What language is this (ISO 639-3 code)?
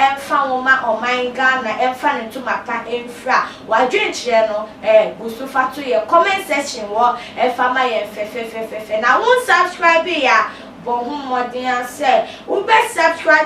aka